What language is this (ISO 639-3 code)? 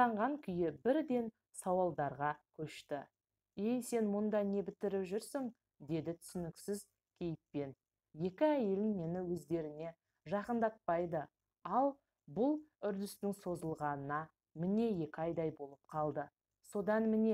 kaz